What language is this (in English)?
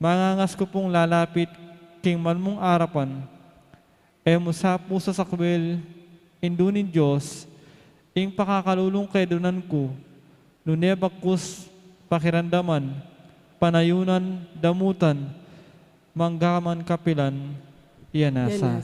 Pampanga